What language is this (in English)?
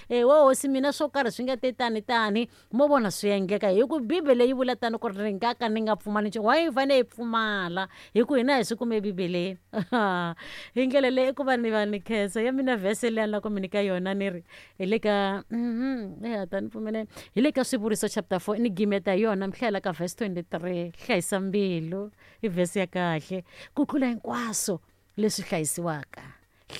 Tsonga